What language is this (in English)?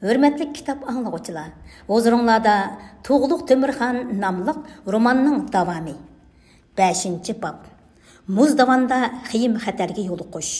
Uyghur